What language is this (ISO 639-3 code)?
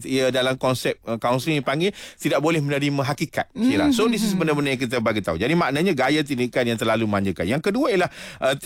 msa